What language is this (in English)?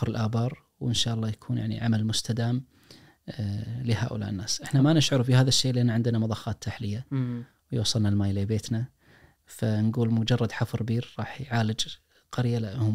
Najdi Arabic